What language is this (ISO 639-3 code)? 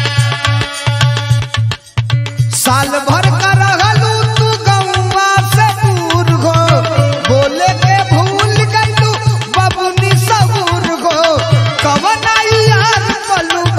bho